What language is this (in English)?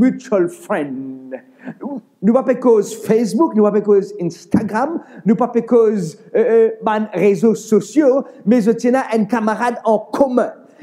Morisyen